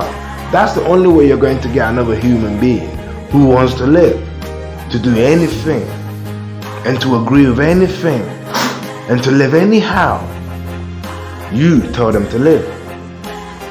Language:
English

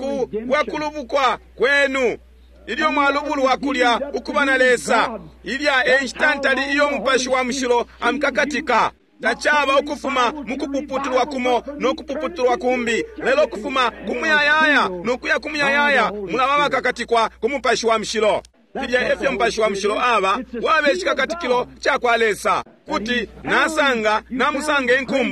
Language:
Bemba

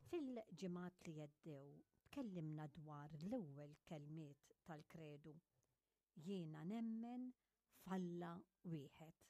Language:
Maltese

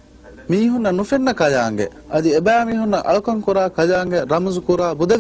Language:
Divehi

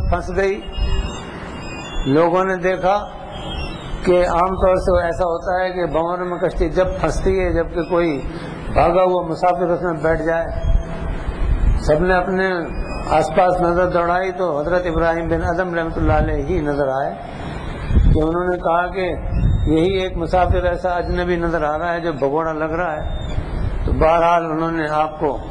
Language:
Urdu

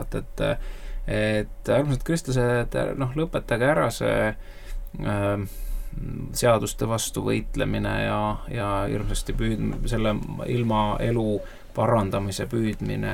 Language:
Estonian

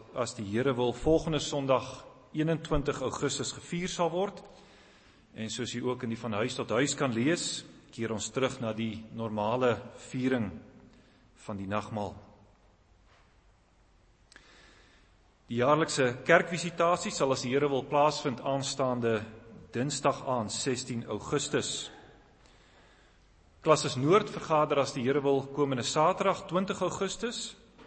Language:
Afrikaans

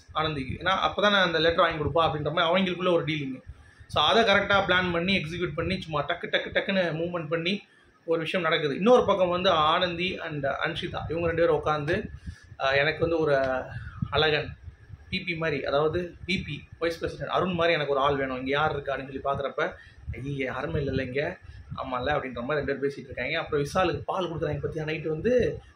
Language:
Tamil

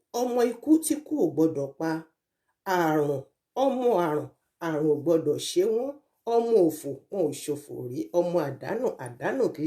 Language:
Yoruba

